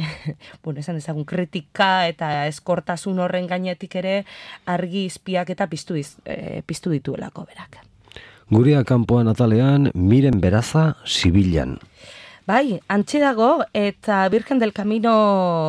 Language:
Basque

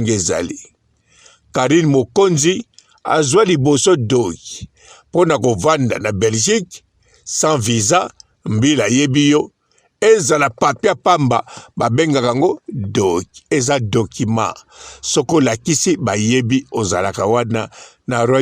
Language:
Lingala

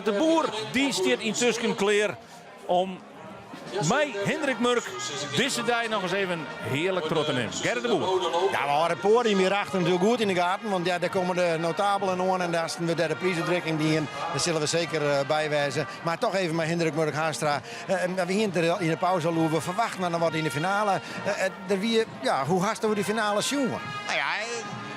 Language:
Western Frisian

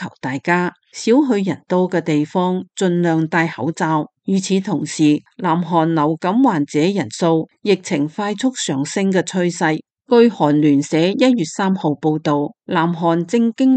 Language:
Cantonese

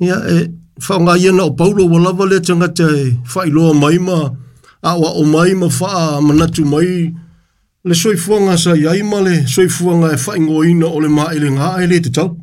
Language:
Samoan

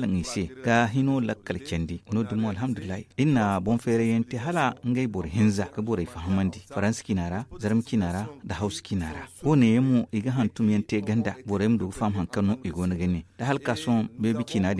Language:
Zarma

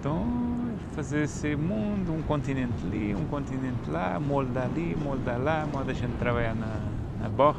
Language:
Kabuverdianu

